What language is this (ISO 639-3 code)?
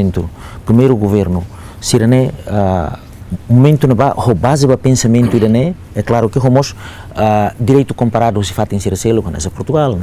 tet